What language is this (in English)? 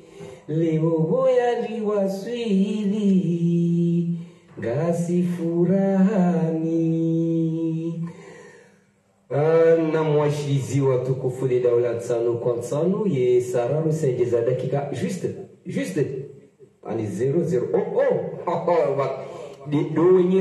Swahili